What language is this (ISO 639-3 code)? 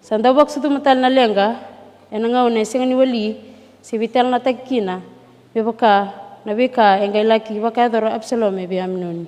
fij